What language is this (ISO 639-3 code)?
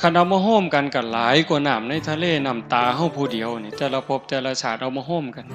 tts